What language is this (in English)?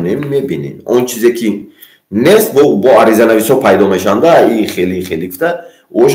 Tajik